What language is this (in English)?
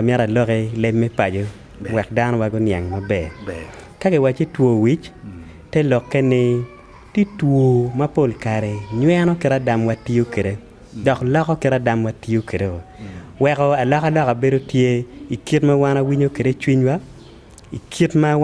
Acoli